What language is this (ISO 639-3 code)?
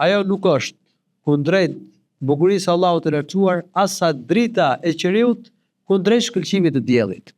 sqi